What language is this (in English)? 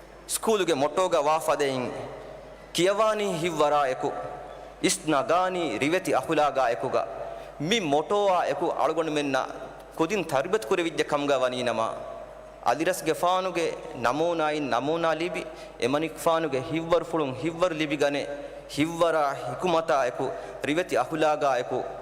Divehi